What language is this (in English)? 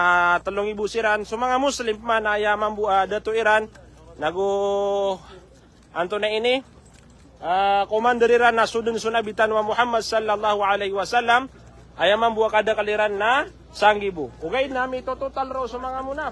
Maranao